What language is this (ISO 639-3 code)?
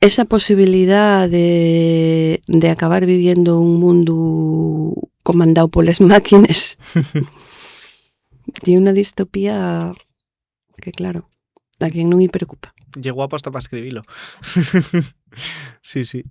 ast